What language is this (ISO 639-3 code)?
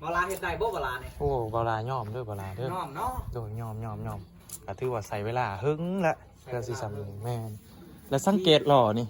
lao